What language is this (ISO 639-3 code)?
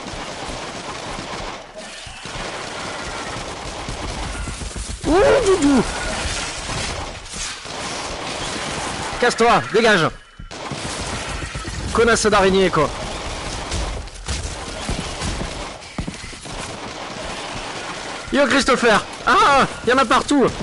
fra